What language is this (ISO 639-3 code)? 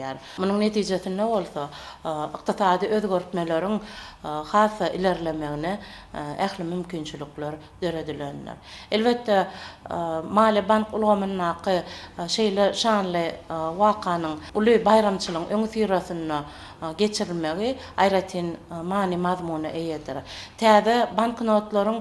tuk